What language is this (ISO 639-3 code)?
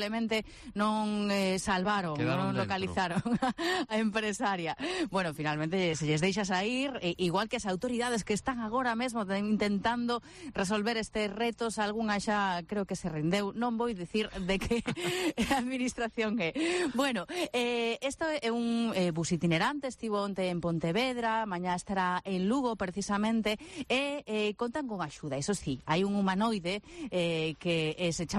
glg